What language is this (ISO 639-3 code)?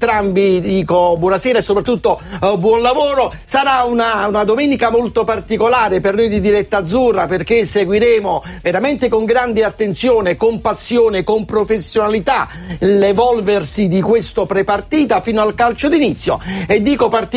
ita